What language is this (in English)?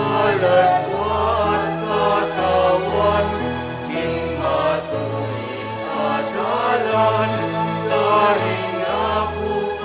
Pampanga